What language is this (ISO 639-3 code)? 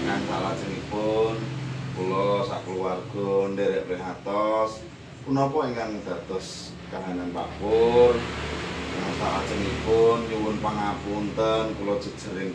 jav